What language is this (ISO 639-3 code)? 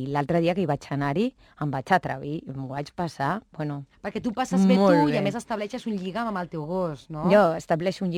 cat